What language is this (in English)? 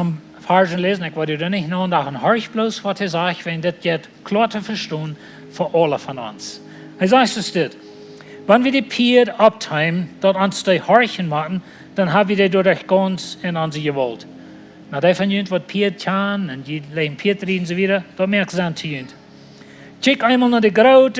Plautdietsch